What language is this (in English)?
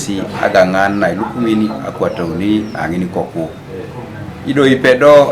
Teso